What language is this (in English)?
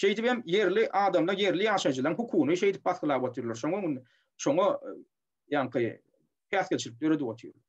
Turkmen